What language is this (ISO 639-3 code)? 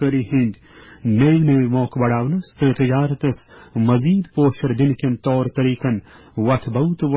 kas